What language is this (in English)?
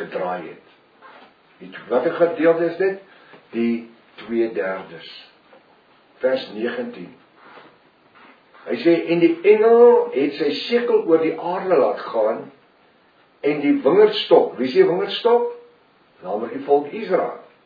Afrikaans